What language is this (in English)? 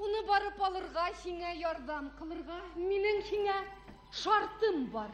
Bashkir